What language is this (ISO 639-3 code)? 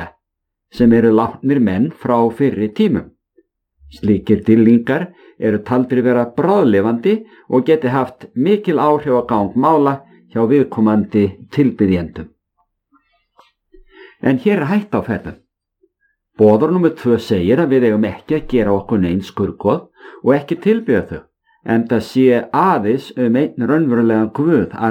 isl